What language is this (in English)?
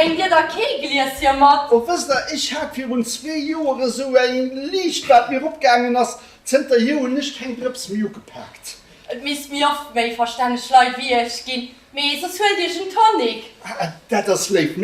Luxembourgish